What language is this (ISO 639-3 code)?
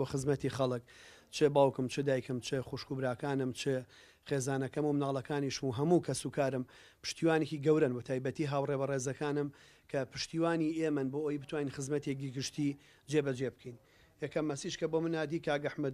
ckb